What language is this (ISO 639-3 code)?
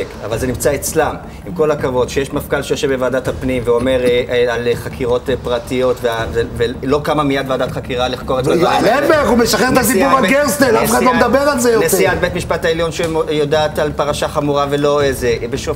heb